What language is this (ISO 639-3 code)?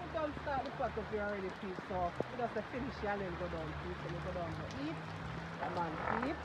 jam